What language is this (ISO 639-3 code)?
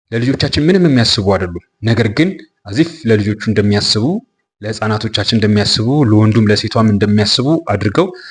amh